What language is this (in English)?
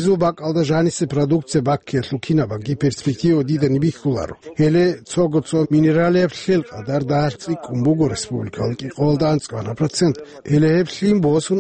Avaric